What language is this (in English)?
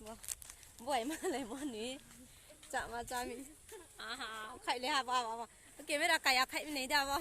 Riang (India)